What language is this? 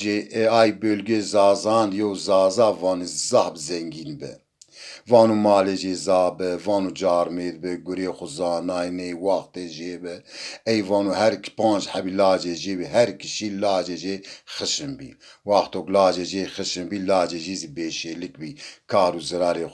Zaza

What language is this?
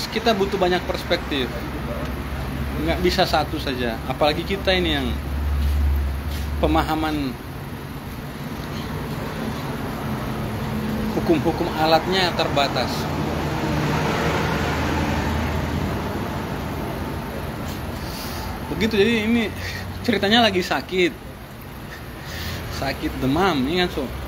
Indonesian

